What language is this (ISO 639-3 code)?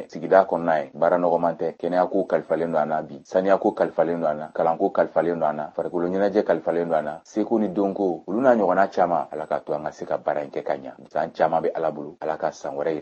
bam